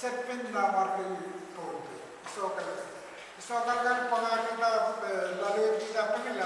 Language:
Pohnpeian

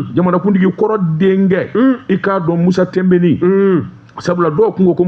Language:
Bambara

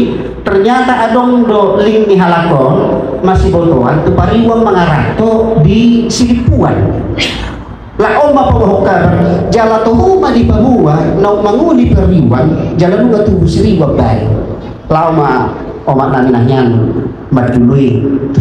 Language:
Batak Toba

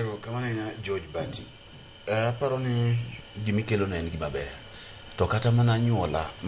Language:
Luo (Kenya and Tanzania)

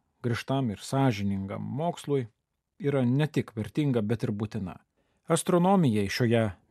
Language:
Lithuanian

